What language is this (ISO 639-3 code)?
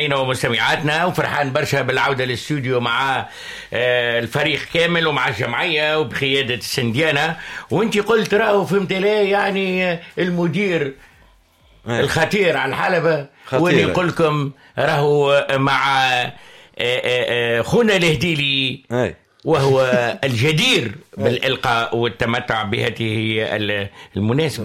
aeb